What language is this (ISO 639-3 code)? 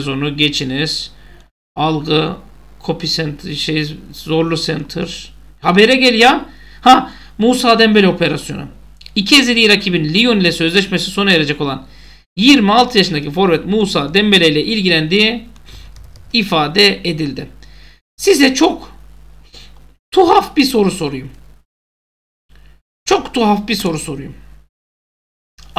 tur